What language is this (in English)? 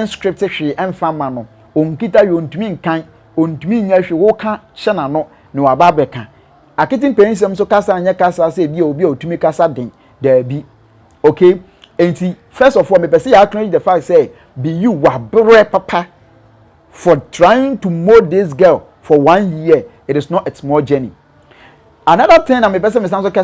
Akan